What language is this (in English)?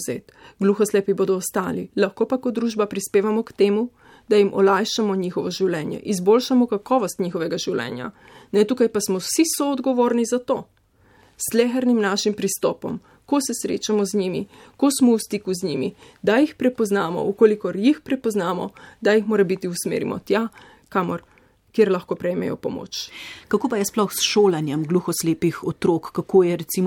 Slovenian